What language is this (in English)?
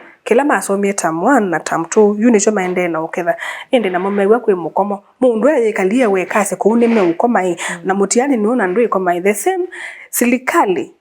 Kamba